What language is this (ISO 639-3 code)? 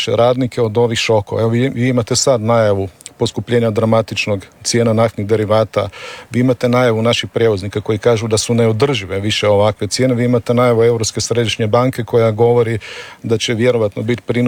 hrv